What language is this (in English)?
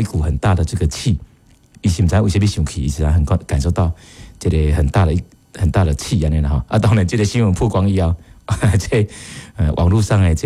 Min Nan Chinese